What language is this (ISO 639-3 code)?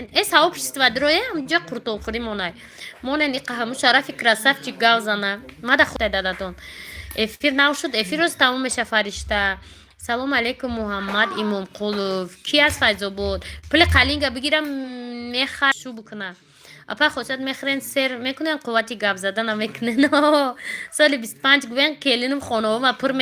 tgk